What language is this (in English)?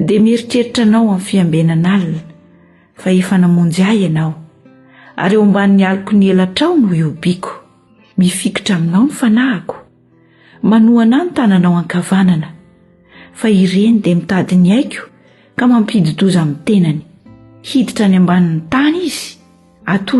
Malagasy